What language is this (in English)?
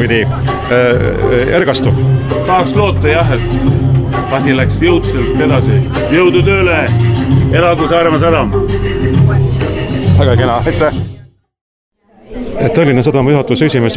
Estonian